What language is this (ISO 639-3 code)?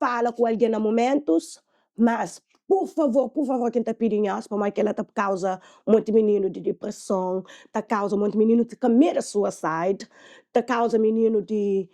kea